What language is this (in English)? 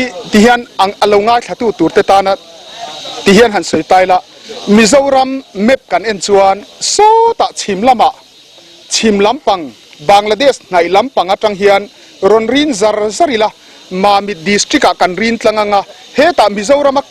Mizo